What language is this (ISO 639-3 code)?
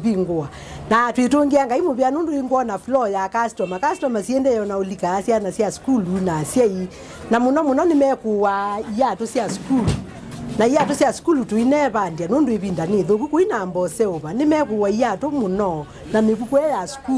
kam